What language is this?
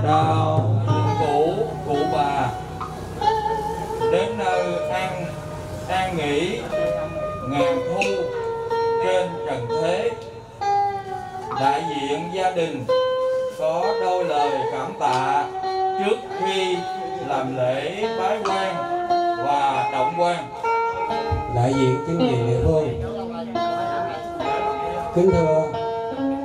Vietnamese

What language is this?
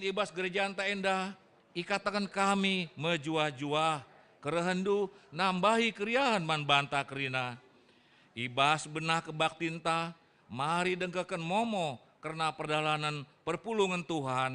Batak Karo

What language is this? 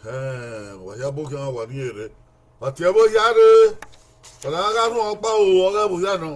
Bini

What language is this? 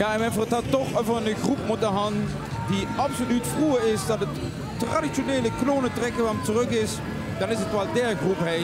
Limburgish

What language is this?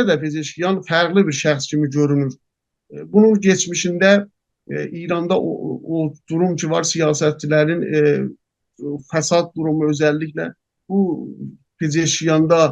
South Azerbaijani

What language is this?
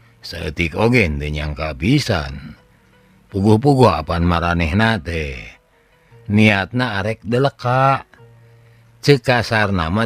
Sundanese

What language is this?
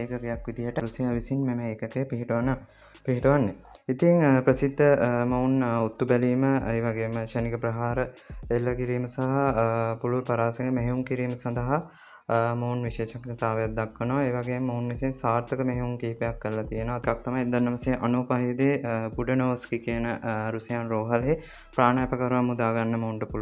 Sinhala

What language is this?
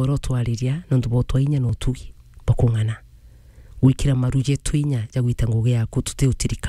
Meru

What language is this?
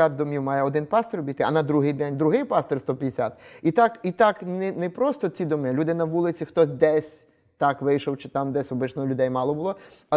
Ukrainian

